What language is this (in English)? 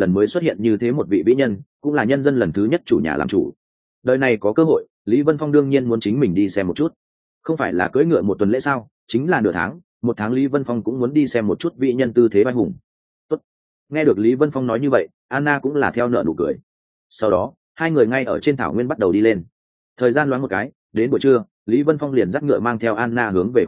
Vietnamese